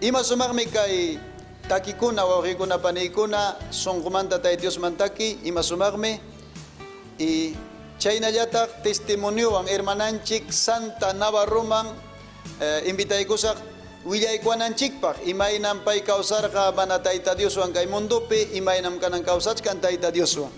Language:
Ayacucho Quechua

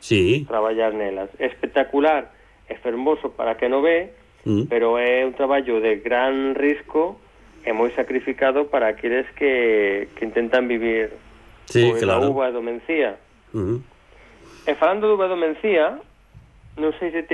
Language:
Galician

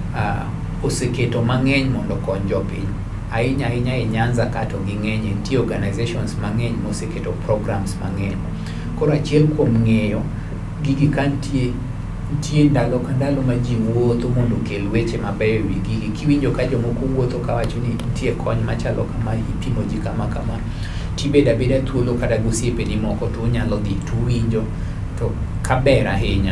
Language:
Luo (Kenya and Tanzania)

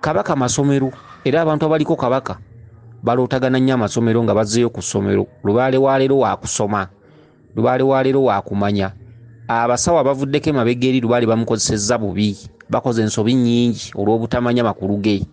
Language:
Ganda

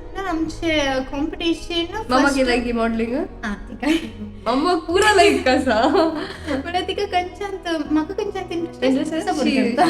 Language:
Konkani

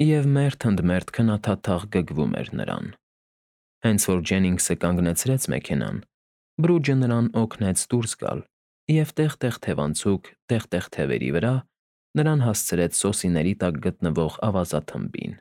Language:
Armenian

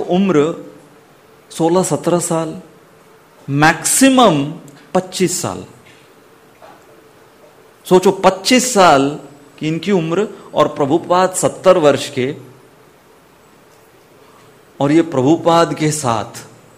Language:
Hindi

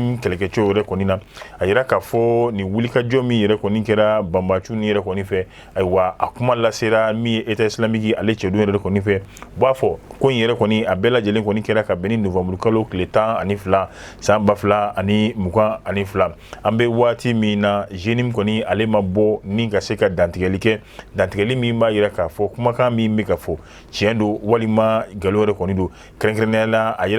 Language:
Bambara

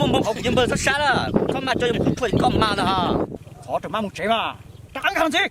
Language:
Hmong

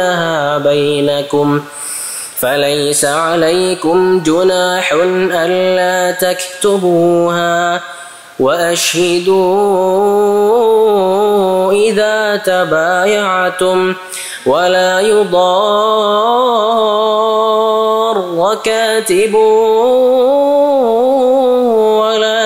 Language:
Arabic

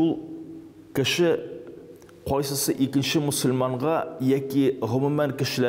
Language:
Tatar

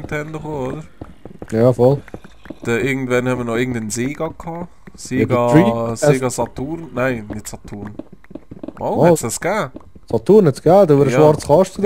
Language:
Swiss German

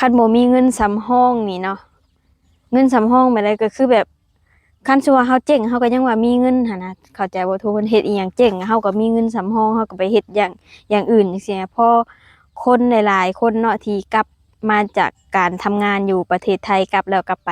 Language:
Lao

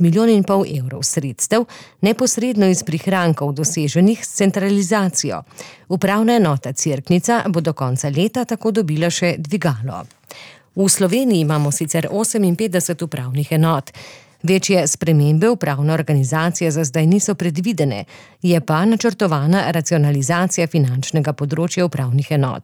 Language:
Slovenian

